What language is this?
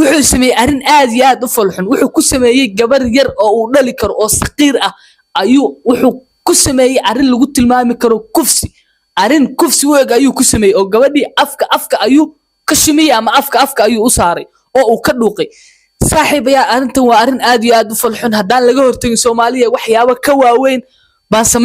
Somali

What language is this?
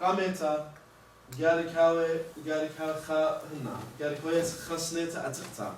Assyrian Neo-Aramaic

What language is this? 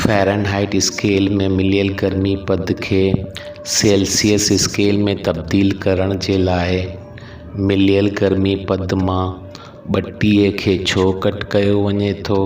Sindhi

